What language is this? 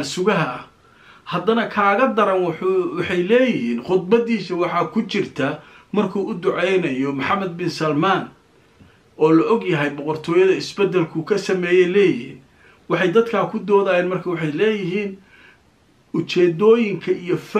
Somali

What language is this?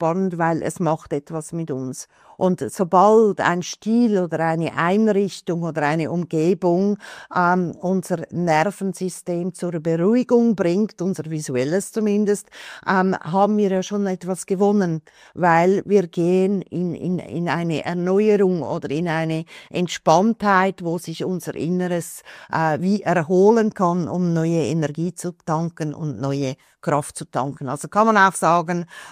German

